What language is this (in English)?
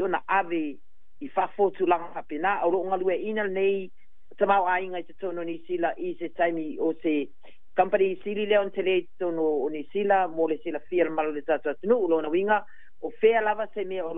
Samoan